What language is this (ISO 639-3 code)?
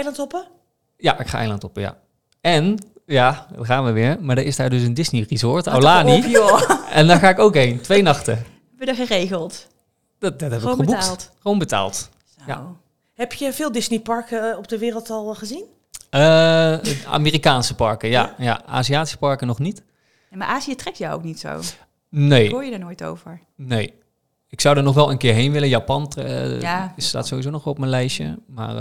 nld